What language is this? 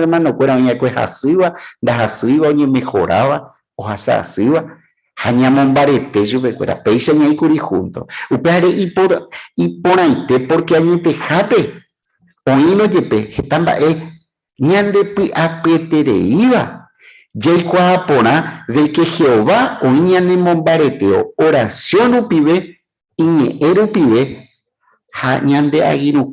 Guarani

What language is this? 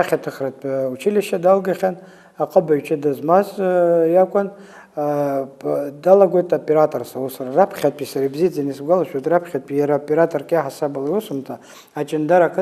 Abkhazian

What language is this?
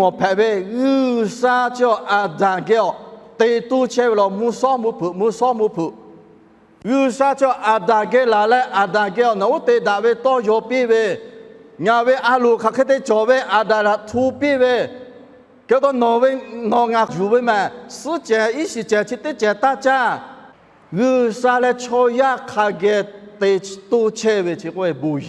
Lahu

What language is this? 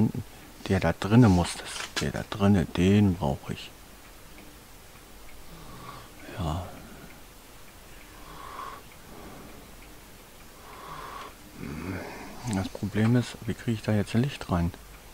German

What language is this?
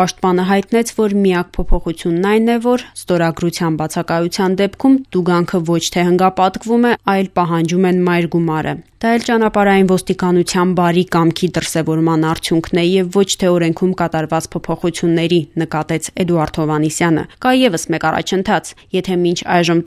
Armenian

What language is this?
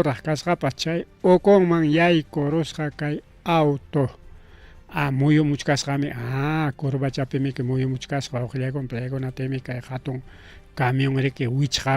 Ayacucho Quechua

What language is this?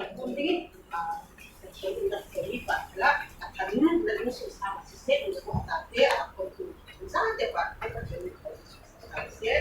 Falam Chin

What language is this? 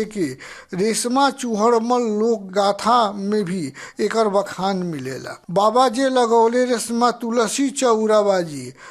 Bhojpuri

